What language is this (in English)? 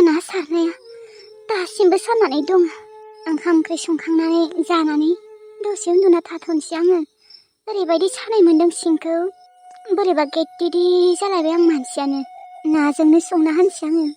Bodo